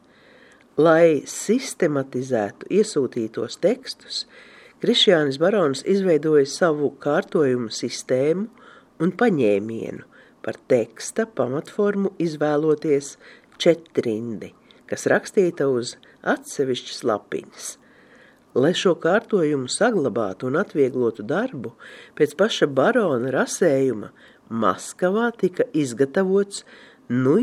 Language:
Latvian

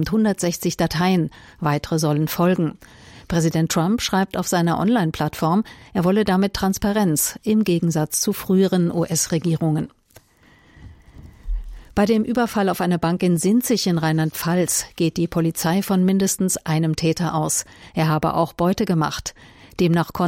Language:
German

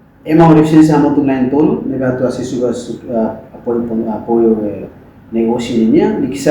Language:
Tetum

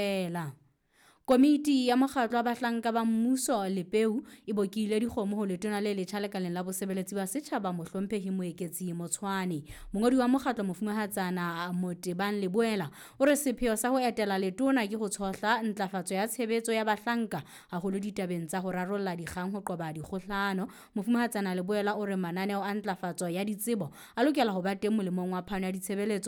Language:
Southern Sotho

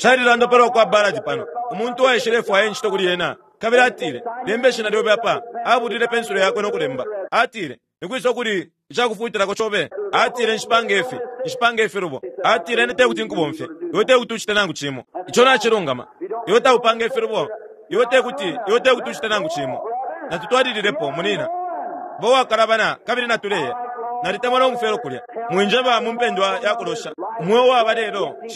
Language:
Bemba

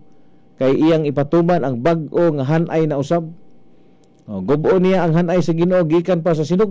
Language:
Cebuano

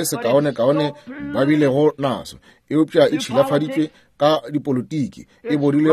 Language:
Northern Sotho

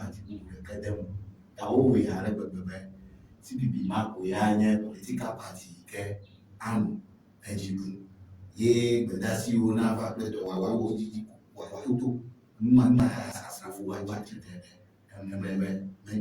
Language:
Ewe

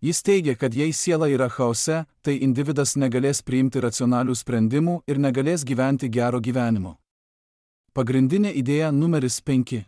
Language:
Lithuanian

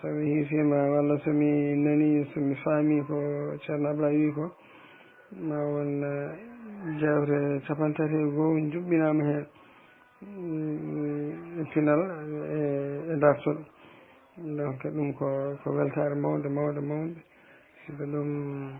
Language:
Fula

